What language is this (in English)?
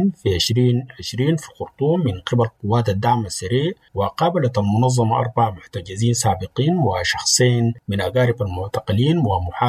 Arabic